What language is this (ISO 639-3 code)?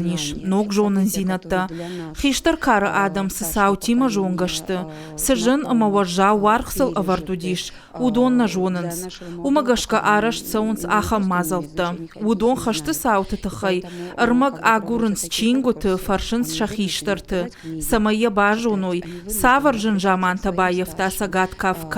oss